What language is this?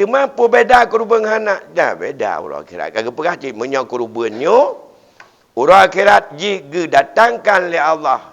Achinese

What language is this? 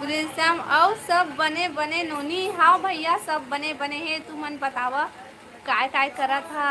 Chhattisgarhi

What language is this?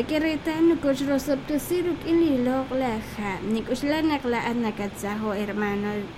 Kekchí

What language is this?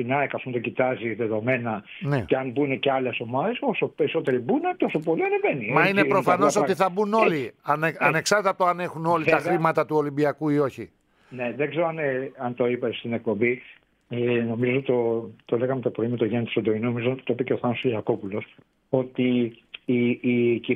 Greek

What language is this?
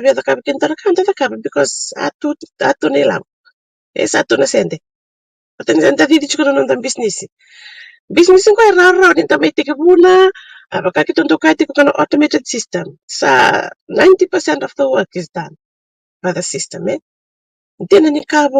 Fijian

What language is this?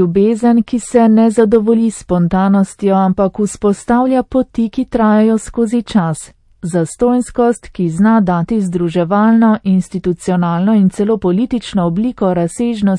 Slovenian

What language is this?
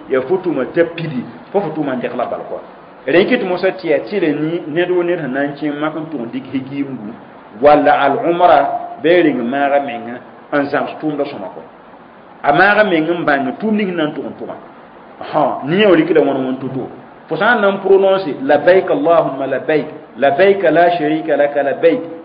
Mossi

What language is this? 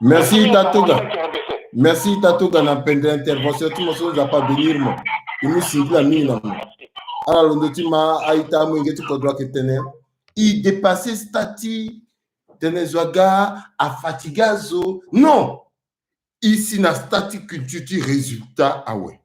Sango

